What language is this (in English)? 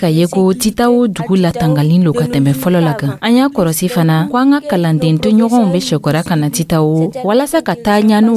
Dyula